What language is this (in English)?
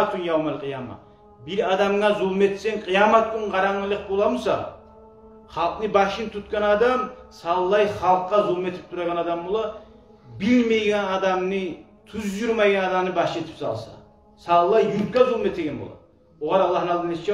Kumyk